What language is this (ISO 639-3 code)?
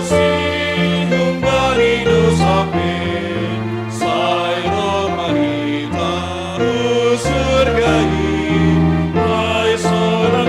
bts